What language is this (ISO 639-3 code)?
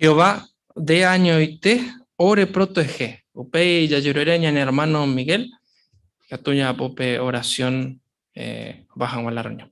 grn